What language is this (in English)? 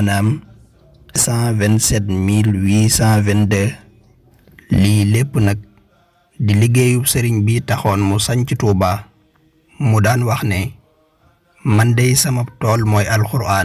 Wolof